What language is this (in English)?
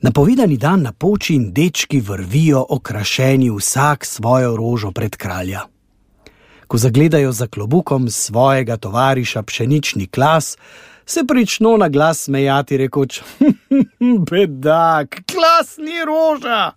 Slovenian